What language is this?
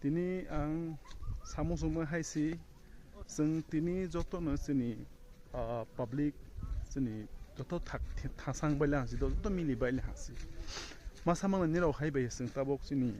Kok Borok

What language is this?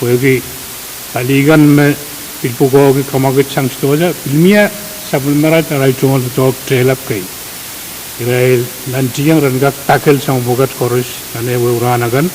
Pohnpeian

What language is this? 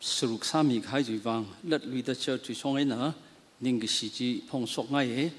Tangkhul Naga (India)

